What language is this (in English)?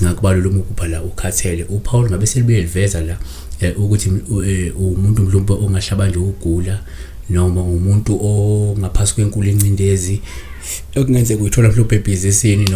Zulu